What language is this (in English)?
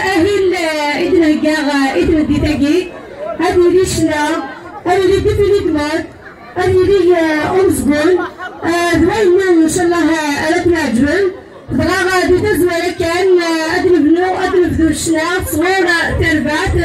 Kabyle